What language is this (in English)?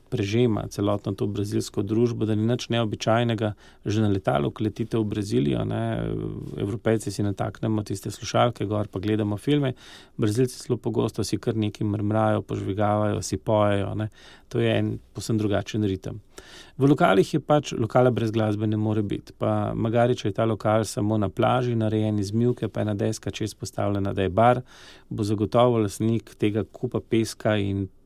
Slovenian